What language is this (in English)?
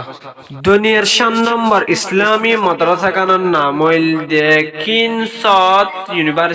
Rohingya